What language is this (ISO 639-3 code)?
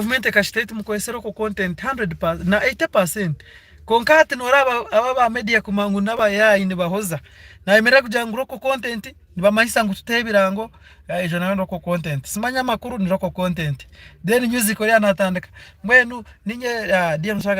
nyn